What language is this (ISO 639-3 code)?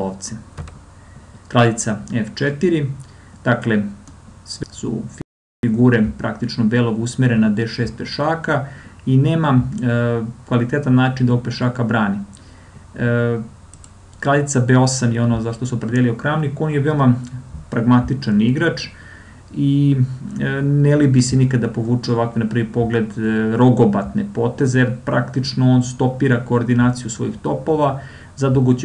srp